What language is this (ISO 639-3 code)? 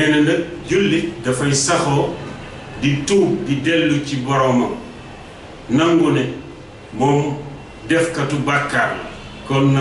wol